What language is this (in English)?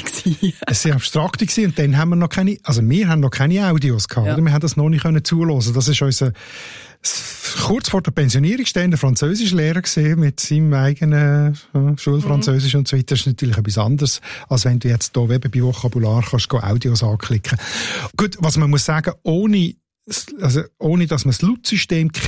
German